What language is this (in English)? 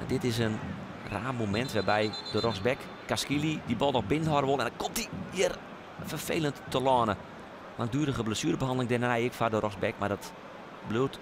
Western Frisian